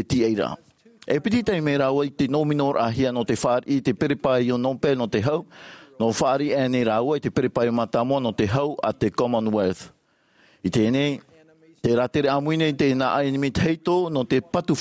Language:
Tahitian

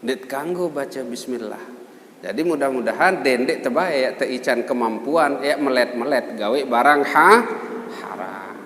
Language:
Sasak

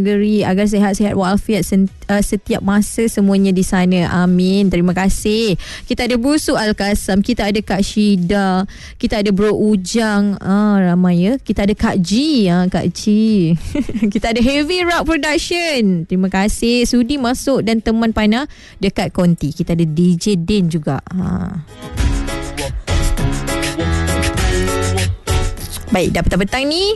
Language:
Malay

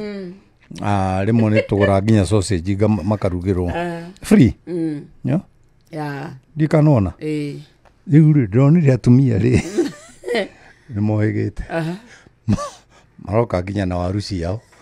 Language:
Kikuyu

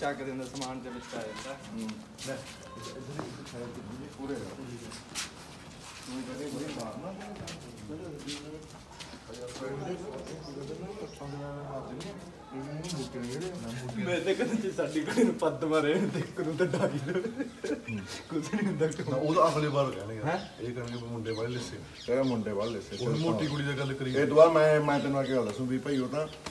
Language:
Punjabi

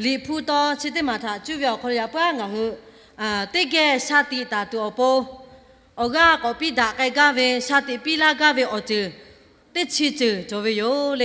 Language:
Lahu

